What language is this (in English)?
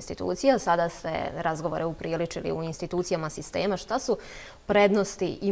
Bosnian